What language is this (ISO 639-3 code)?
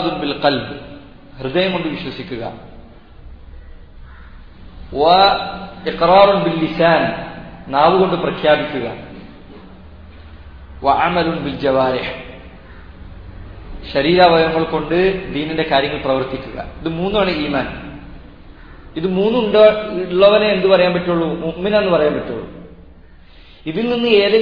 mal